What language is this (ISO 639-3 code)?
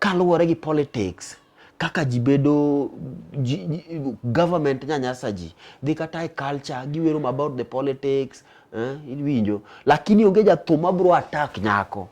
luo